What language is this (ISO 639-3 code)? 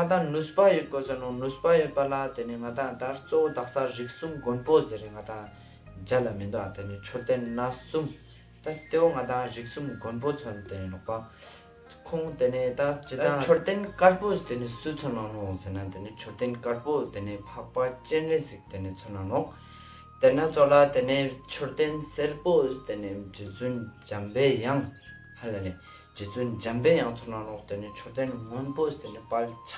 lbj